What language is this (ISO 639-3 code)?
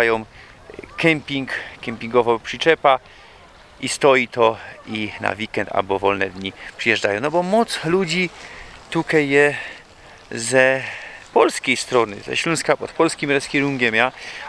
szl